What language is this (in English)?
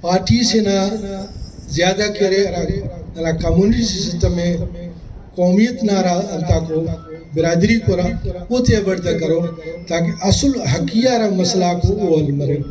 Brahui